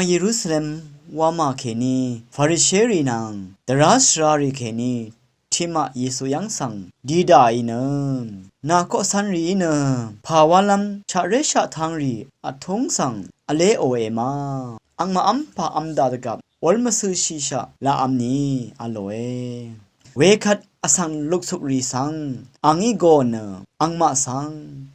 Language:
Rawang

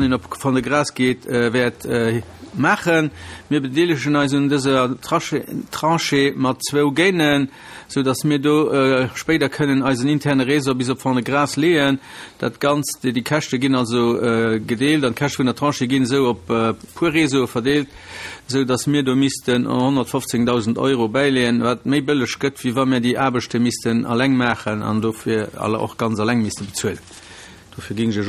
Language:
Luxembourgish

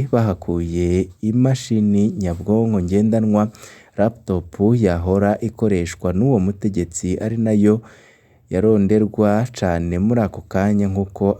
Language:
Rundi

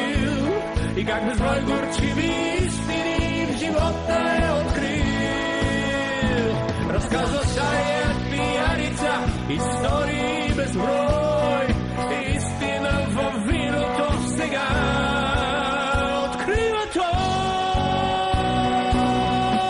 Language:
Bulgarian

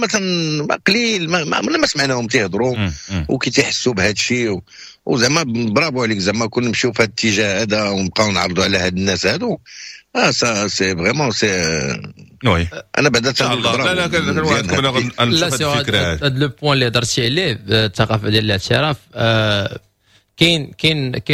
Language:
Moroccan Arabic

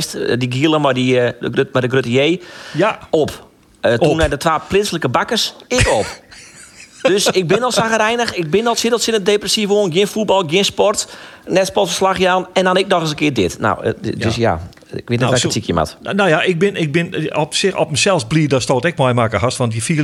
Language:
Western Frisian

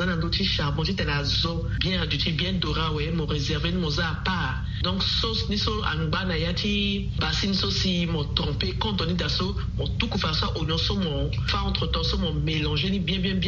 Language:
Sango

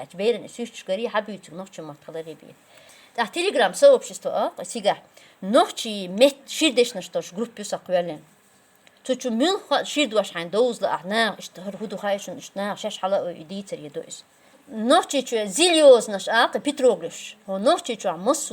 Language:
Chechen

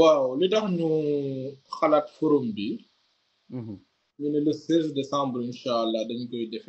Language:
Wolof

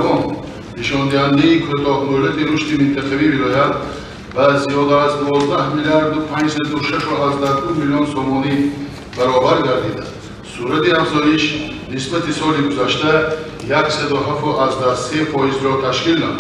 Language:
Tajik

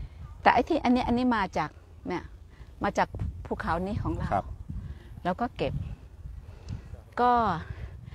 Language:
Thai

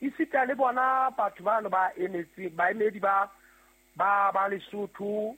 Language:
Southern Sotho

